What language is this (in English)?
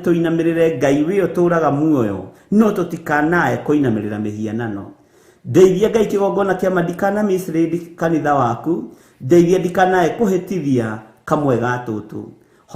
Kikuyu